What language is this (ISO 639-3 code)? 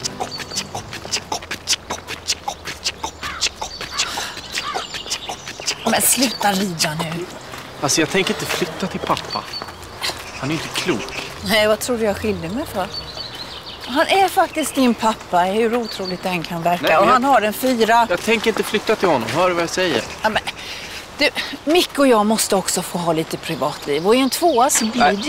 swe